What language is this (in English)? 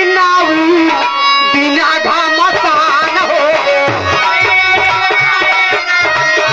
Bhojpuri